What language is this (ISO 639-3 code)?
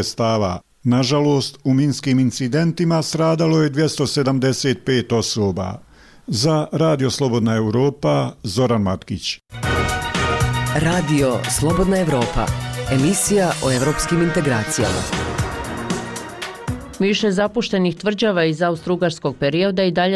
bos